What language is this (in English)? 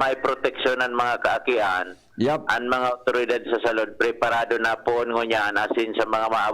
Bikol